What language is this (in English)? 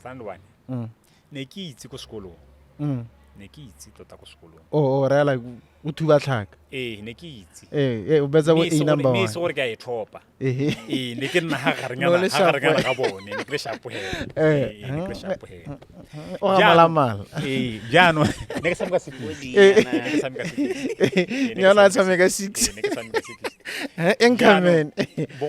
Tswana